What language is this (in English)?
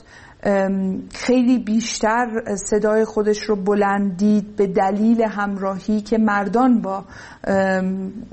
Persian